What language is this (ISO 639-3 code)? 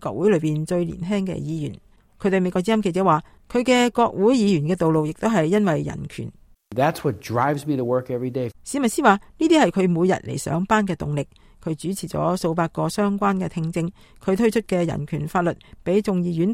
yue